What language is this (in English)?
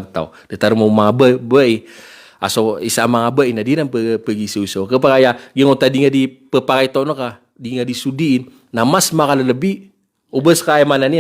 Maranao